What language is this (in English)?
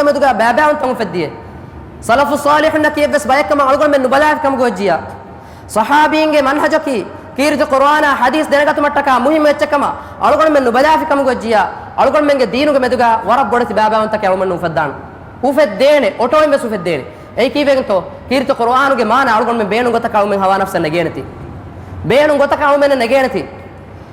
Divehi